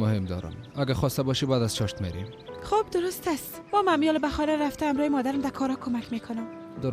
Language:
Persian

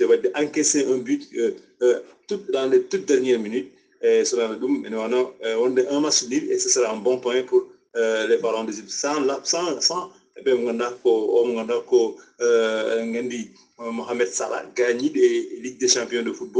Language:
Fula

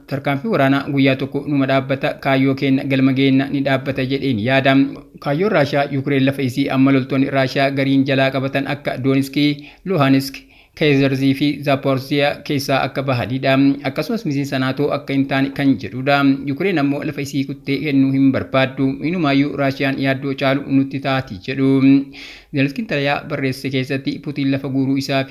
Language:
Oromo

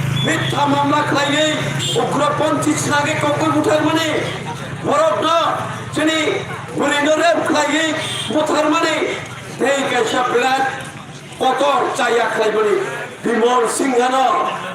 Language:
Kok Borok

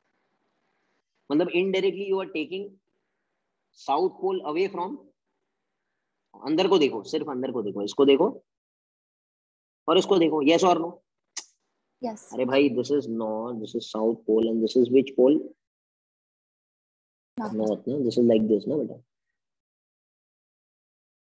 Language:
Hindi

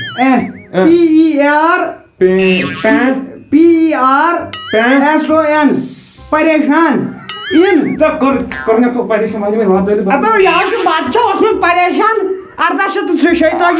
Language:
Kashmiri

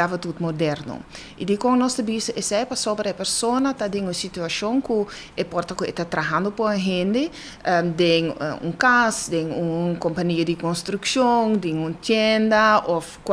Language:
Papiamento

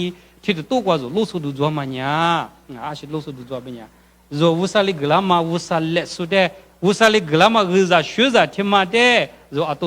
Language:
Lisu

